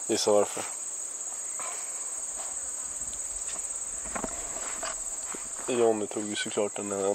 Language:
Swedish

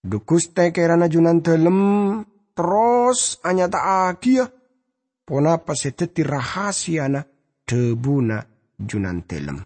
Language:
Madurese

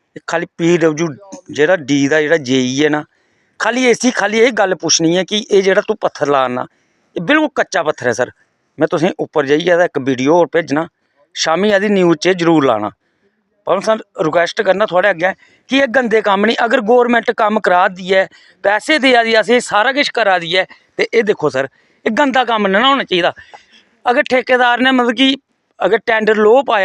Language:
Dogri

